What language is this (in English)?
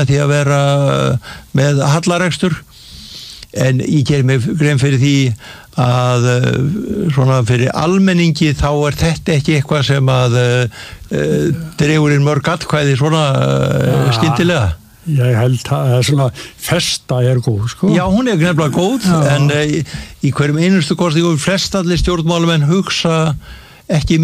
Icelandic